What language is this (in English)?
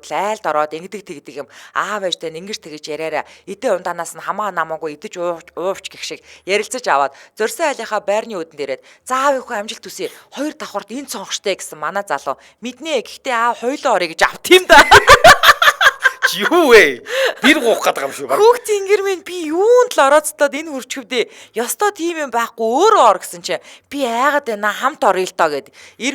Mongolian